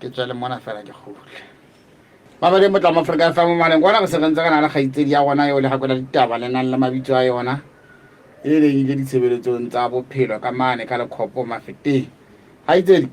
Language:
Southern Sotho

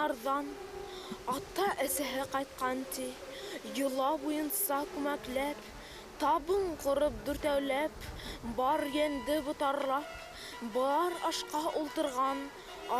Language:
Bashkir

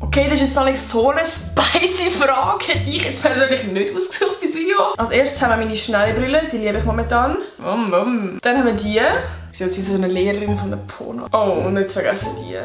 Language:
Swiss German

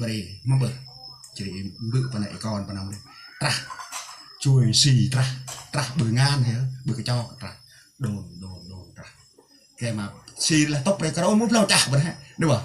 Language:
Central Mnong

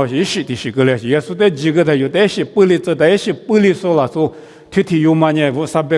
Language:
Lisu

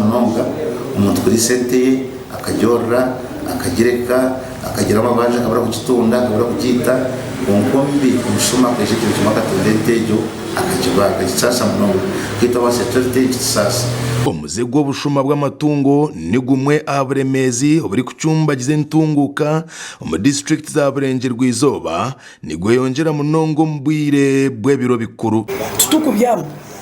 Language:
Nyankole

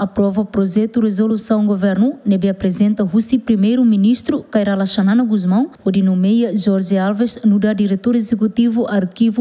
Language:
Tetum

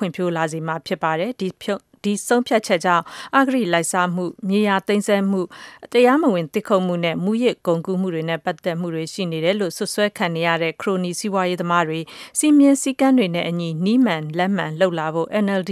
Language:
Burmese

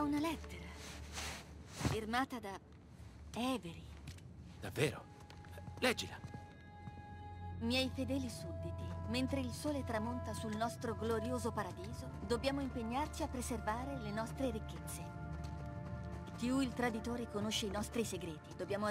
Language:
Italian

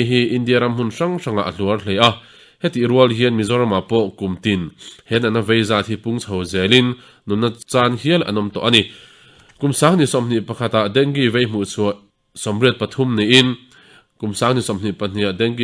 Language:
Mizo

